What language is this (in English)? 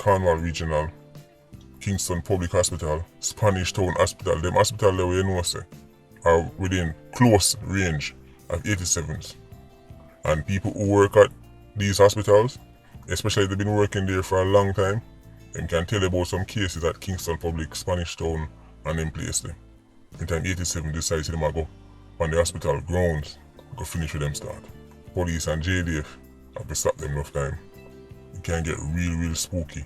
Jamaican Creole English